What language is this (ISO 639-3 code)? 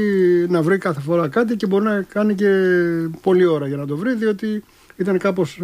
ell